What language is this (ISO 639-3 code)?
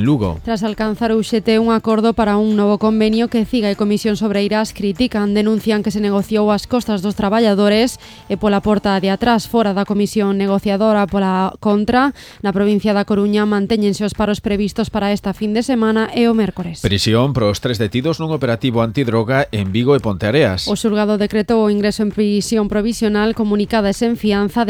glg